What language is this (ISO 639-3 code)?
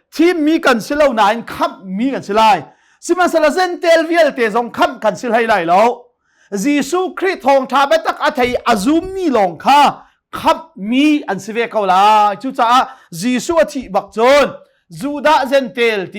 cnh